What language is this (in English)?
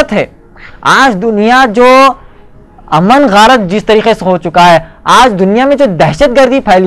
Urdu